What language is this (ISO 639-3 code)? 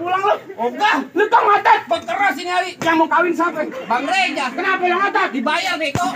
bew